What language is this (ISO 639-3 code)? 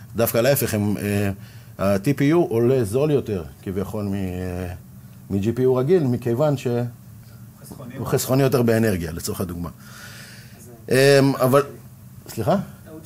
heb